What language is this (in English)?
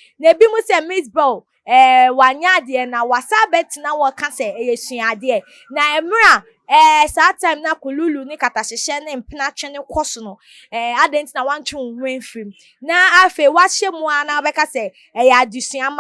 Akan